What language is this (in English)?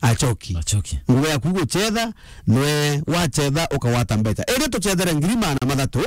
Meru